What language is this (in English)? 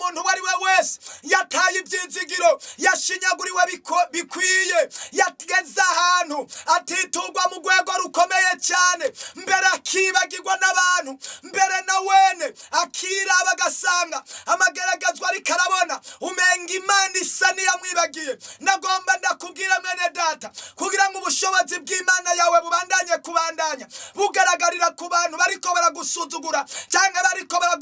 Rundi